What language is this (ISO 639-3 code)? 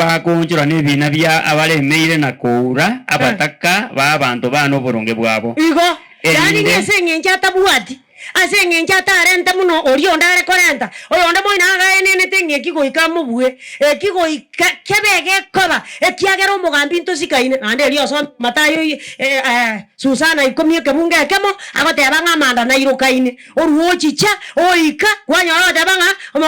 guz